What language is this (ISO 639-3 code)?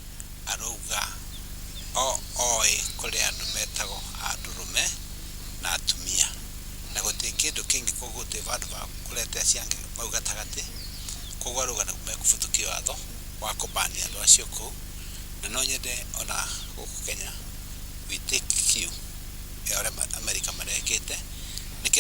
kik